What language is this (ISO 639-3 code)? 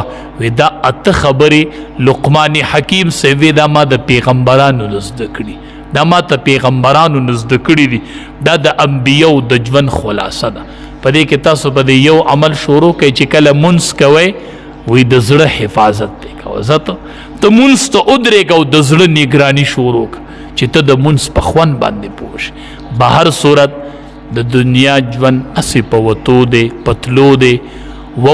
pus